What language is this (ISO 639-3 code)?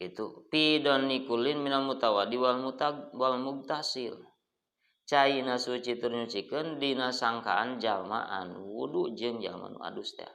sun